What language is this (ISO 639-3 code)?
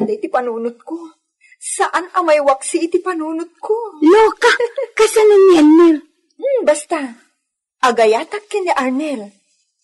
ilo